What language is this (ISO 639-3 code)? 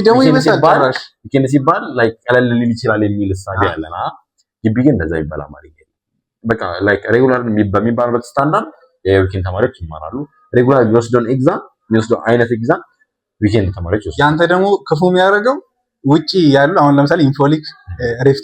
amh